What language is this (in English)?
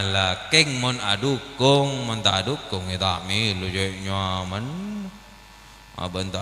Madurese